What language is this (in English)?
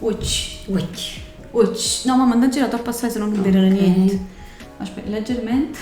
Neapolitan